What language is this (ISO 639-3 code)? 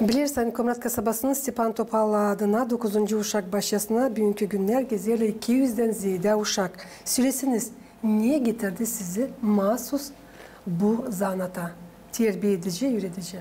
gag